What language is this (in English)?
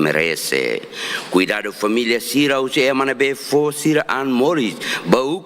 Tetum